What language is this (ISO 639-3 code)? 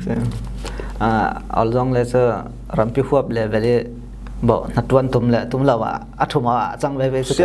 cfm